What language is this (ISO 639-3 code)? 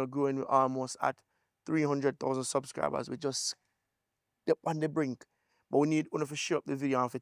jam